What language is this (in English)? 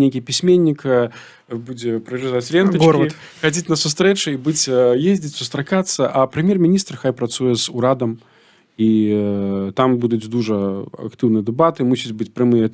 Belarusian